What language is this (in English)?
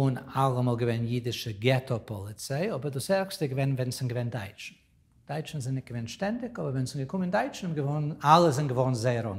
Yiddish